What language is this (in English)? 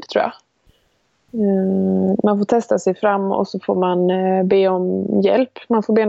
Swedish